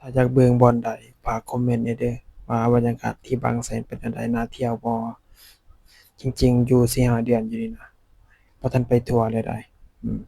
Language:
Lao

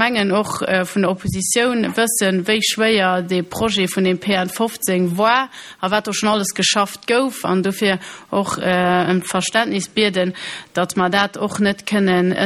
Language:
Luxembourgish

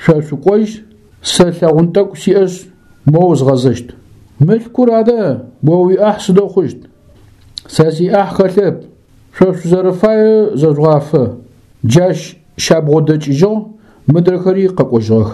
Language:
Adyghe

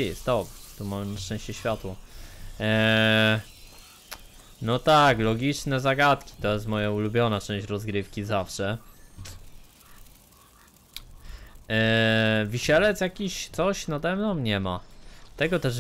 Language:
Polish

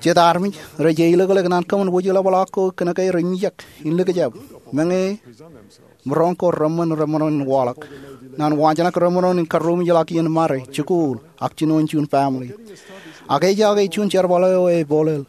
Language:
Marshallese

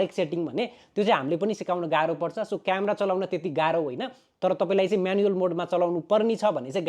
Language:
Nepali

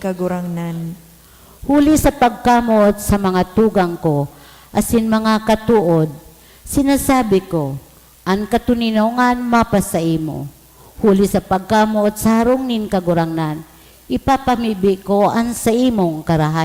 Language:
Bikol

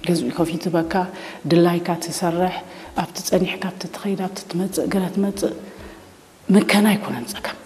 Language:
Tigrinya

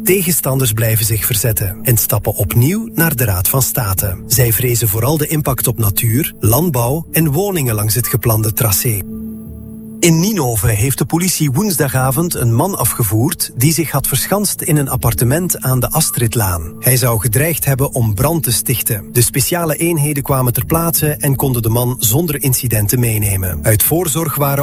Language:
Dutch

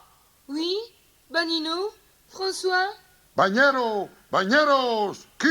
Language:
Neapolitan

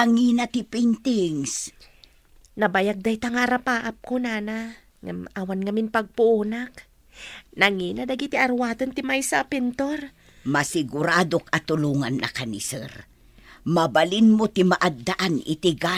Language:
Iloko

